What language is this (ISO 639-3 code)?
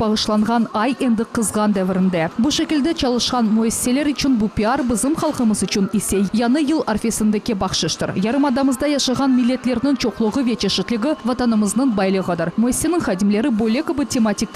crh